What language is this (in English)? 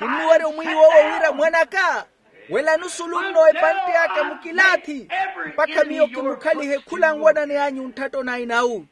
Makhuwa